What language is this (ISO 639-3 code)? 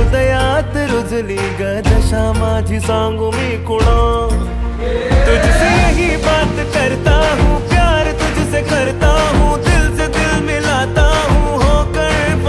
mar